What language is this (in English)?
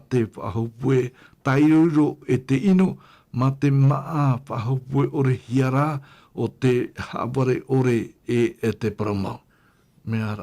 Tahitian